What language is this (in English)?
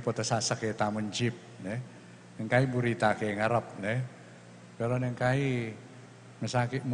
Pampanga